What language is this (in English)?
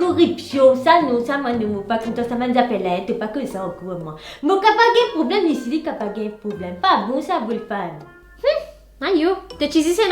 Morisyen